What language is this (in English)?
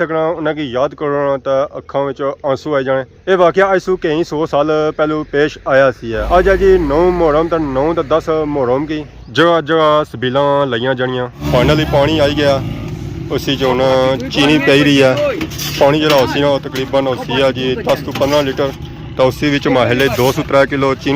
Pahari-Potwari